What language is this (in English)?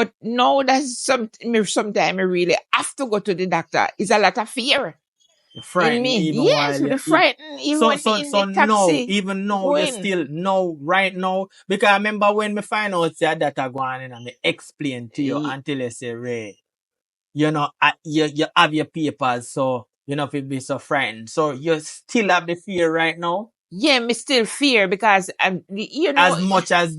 Jamaican Creole English